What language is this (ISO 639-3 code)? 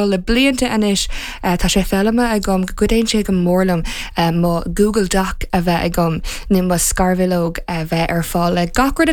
gle